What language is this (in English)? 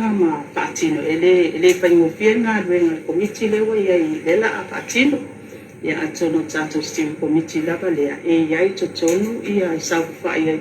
Samoan